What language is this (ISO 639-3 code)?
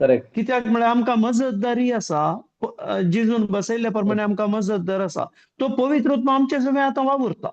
kok